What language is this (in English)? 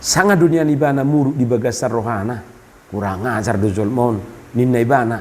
Batak Toba